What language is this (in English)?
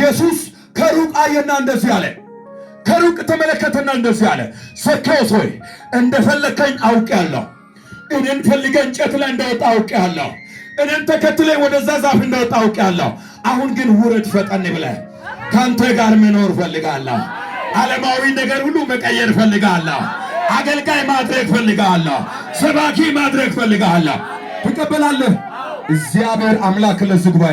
Amharic